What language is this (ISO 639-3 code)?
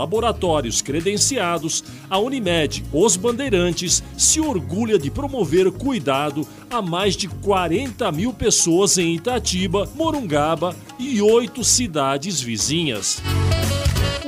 por